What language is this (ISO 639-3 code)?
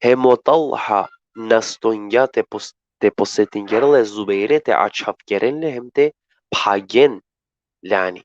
rmn